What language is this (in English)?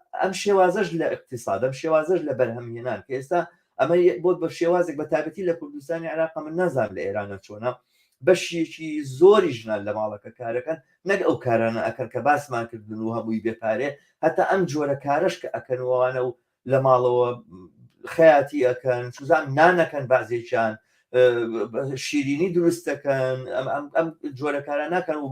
Central Kurdish